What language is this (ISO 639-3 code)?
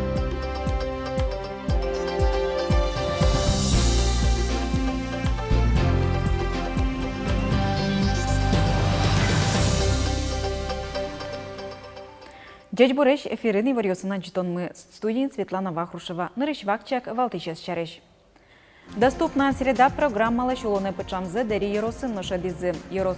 udm